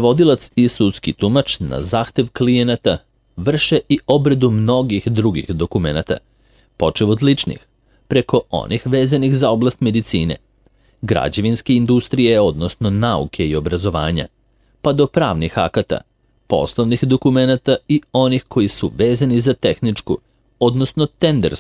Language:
Serbian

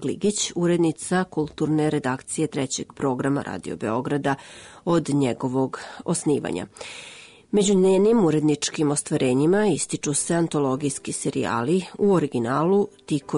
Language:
Serbian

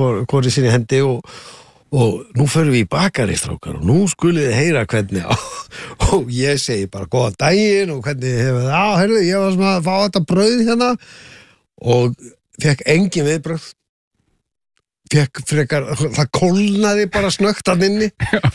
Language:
Icelandic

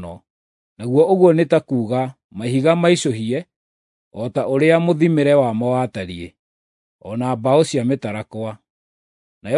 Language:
Kikuyu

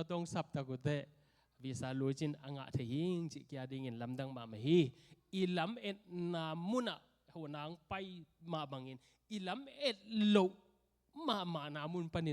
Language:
Tedim Chin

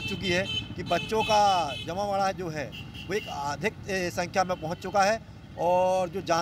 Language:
Hindi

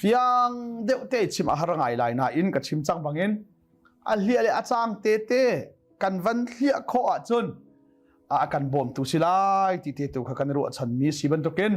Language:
Hakha Chin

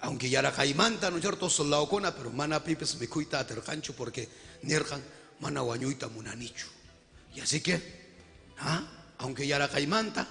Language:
Ayacucho Quechua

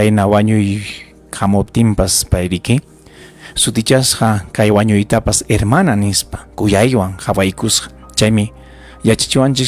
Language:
Ayacucho Quechua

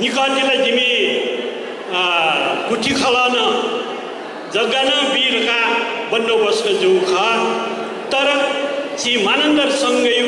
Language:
Newari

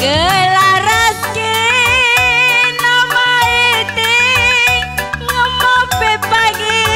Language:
Batak Karo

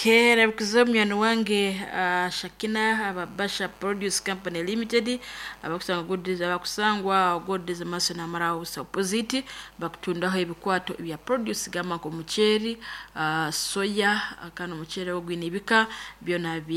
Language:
Nyankole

